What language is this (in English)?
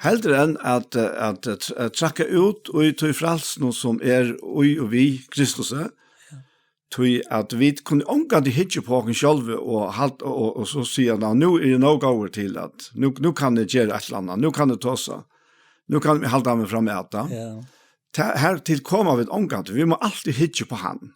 Faroese